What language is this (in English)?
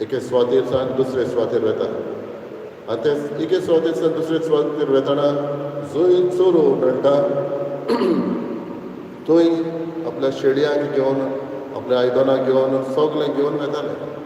Konkani